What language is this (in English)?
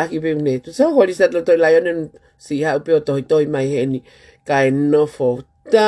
Tongan